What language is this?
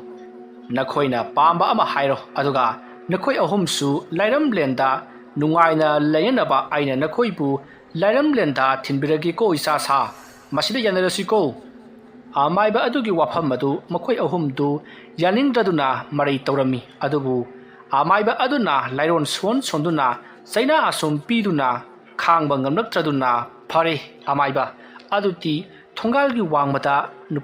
Manipuri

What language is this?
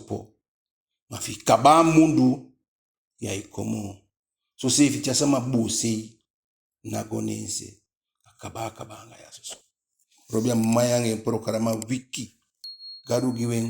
Eastern Maroon Creole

